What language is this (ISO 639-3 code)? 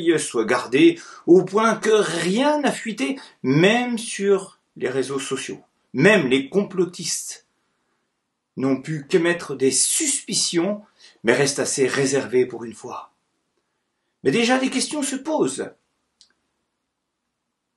fra